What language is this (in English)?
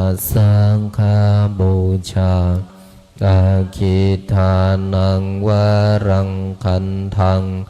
Pali